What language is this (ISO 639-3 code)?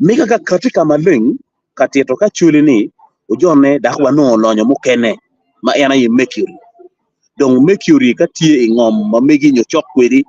ach